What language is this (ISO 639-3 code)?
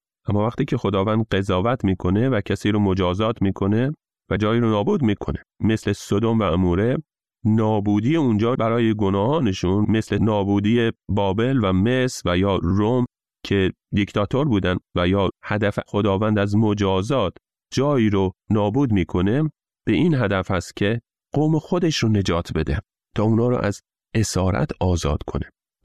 fas